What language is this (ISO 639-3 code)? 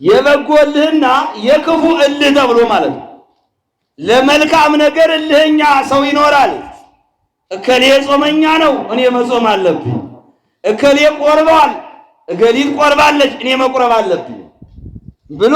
amh